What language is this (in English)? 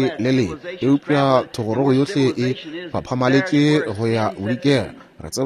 Northern Sotho